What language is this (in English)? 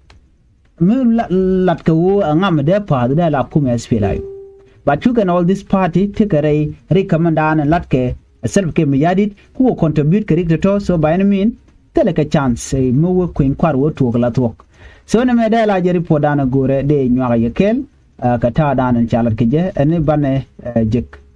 Nuer